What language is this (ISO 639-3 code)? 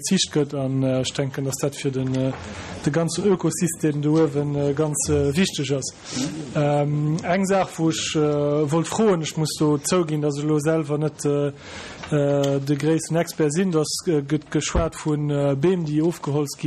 ltz